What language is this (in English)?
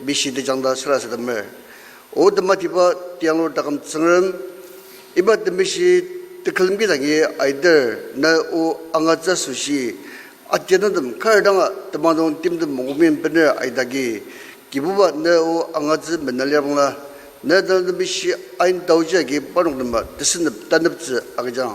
Ao Naga